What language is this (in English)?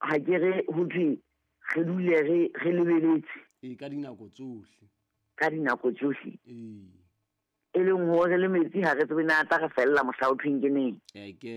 Southern Sotho